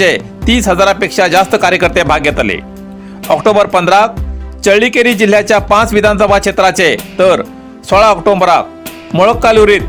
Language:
Konkani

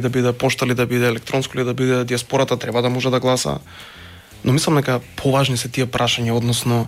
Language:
Macedonian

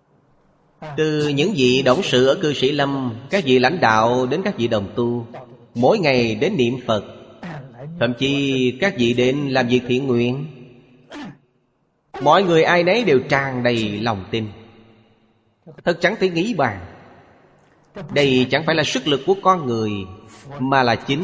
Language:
Vietnamese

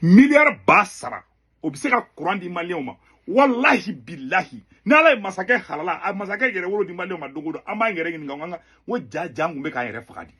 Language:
Bambara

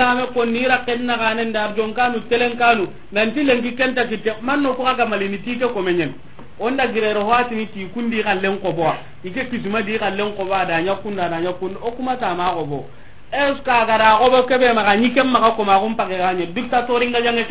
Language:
Soninke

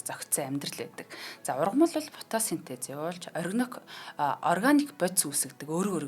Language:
Mongolian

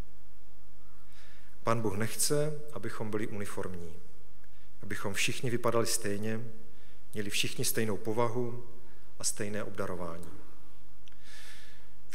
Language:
Czech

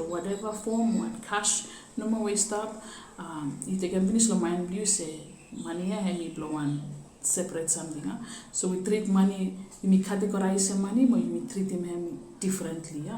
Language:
Bislama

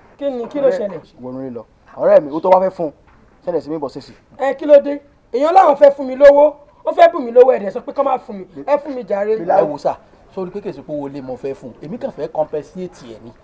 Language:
Yoruba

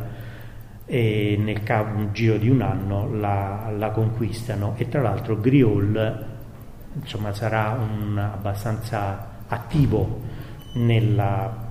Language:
Italian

